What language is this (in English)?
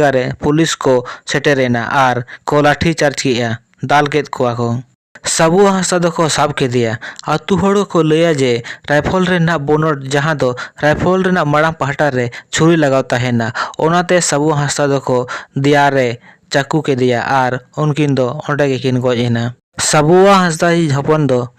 Santali